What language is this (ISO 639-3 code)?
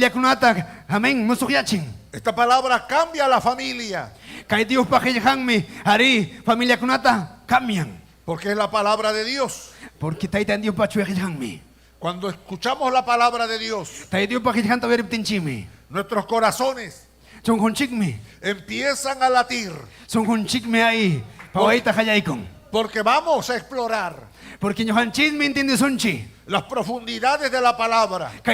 quy